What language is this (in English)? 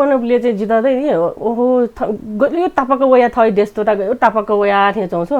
Newari